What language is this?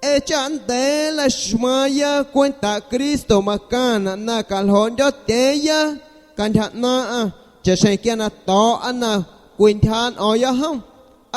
Guerrero Amuzgo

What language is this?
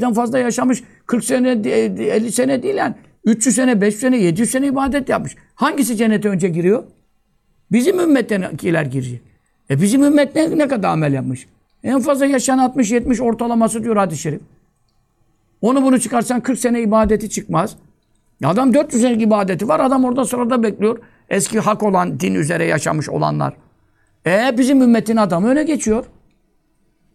Turkish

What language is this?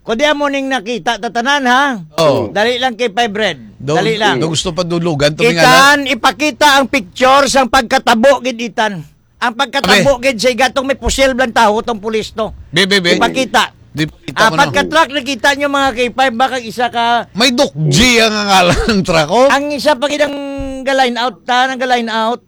Hiligaynon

